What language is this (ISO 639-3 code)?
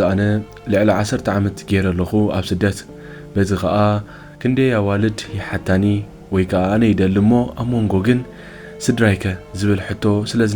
tir